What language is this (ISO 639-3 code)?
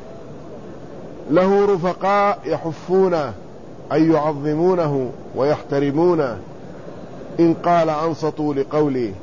ara